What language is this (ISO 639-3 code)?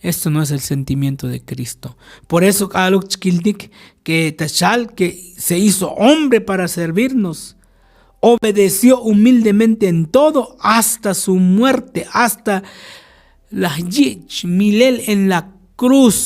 tzo